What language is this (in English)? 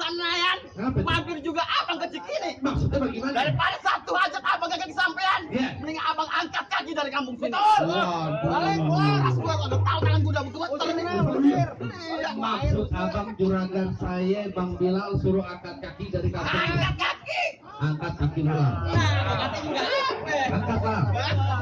Betawi